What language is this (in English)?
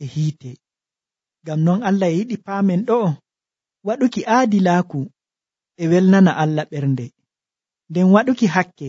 Nigerian Fulfulde